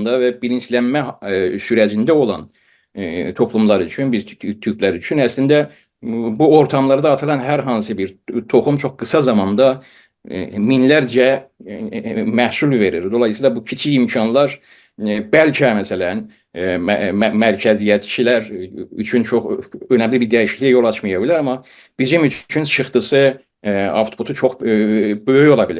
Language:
South Azerbaijani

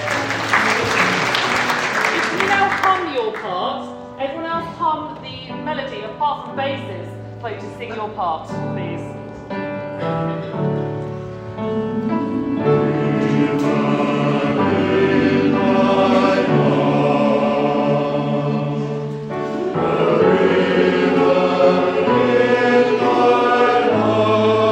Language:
English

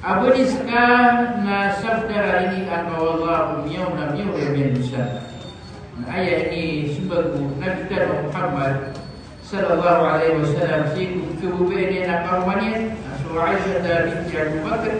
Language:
Maranao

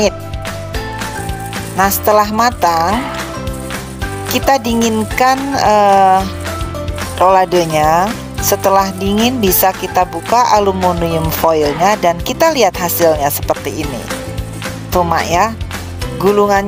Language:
Indonesian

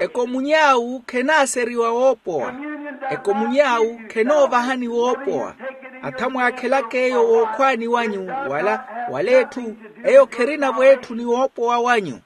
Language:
Makhuwa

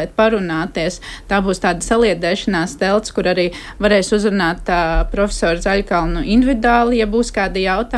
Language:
Latvian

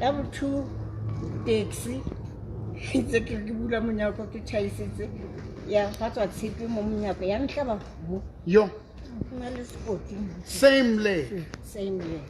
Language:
Southern Sotho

